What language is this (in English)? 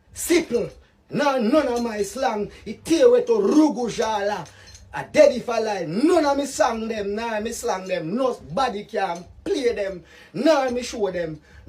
Jamaican Creole English